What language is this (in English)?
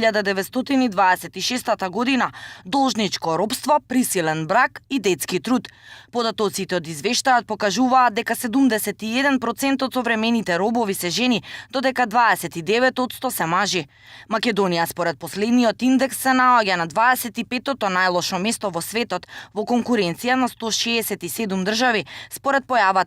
Macedonian